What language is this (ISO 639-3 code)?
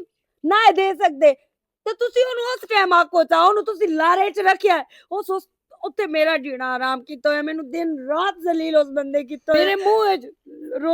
lah